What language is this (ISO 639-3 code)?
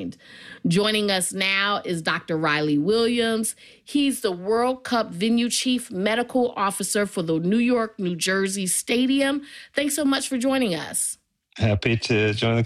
eng